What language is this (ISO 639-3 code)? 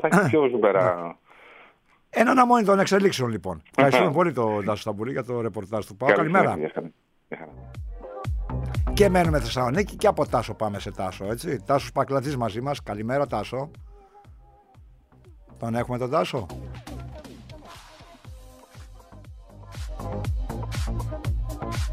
ell